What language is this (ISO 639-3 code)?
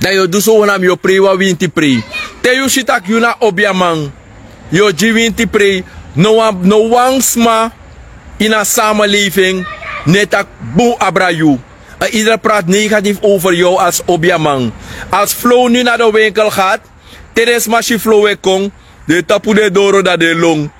srn